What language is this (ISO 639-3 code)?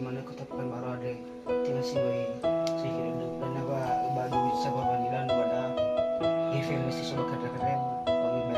nia